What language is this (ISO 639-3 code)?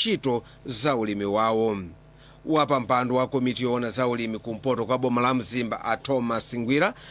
nya